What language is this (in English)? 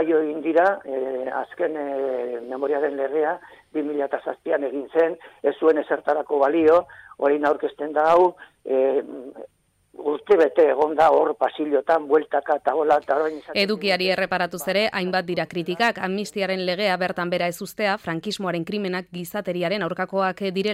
Basque